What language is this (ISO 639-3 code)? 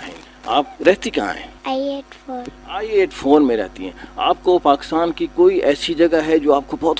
urd